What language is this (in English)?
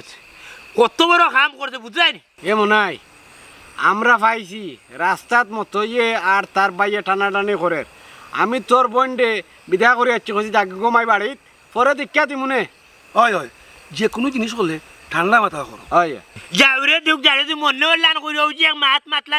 Sylheti